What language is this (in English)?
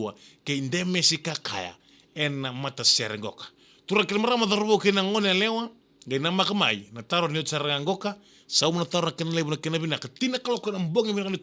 Fijian